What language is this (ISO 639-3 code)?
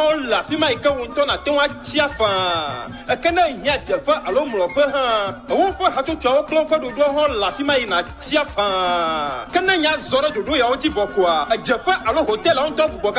ewe